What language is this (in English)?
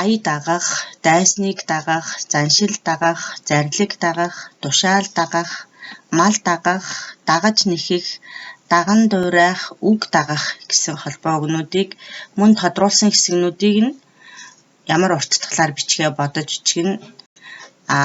Mongolian